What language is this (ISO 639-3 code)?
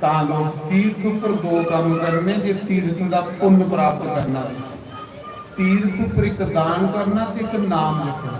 doi